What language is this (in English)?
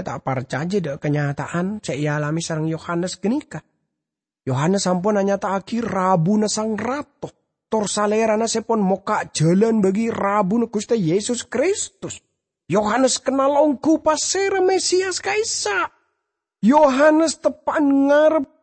Madurese